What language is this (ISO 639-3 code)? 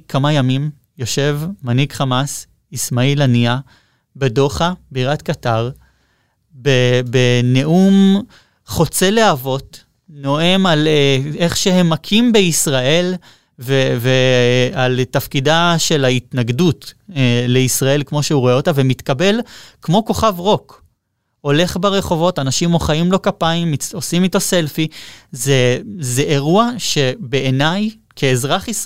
heb